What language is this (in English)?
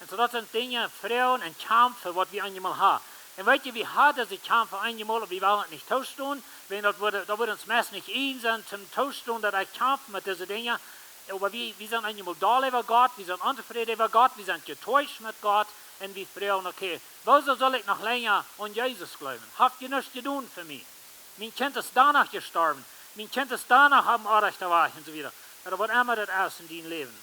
Plautdietsch